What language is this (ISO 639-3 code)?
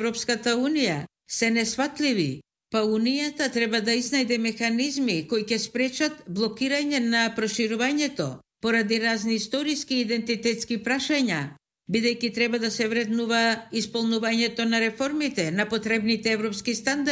mkd